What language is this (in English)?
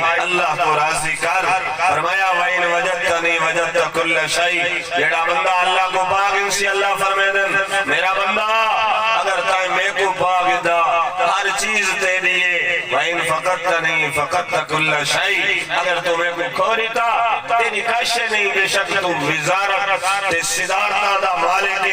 Saraiki